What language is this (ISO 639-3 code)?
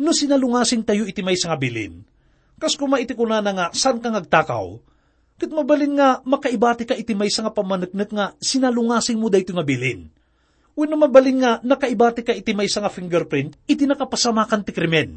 ilo